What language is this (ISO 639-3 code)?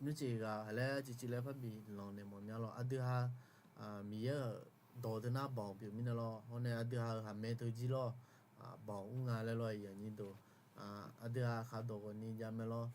ahk